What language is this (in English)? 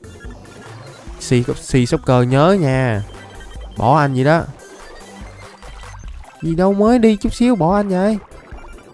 Vietnamese